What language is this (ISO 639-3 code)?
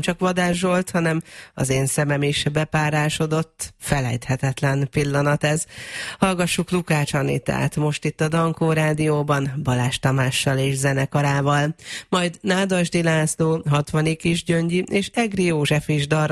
hun